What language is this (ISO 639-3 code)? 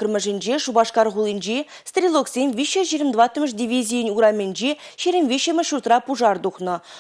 chv